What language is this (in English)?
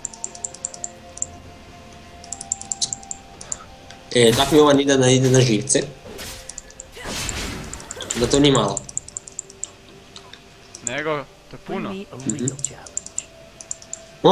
Croatian